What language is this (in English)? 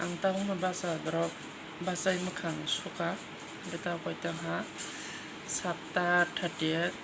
Kok Borok